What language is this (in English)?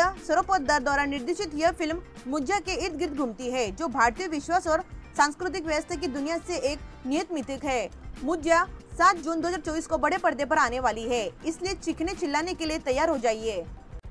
Hindi